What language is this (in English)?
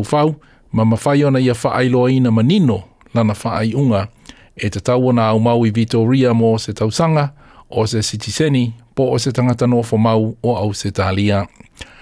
Samoan